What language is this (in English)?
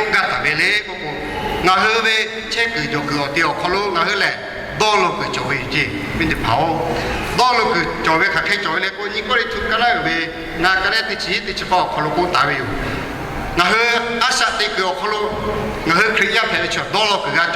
Lahu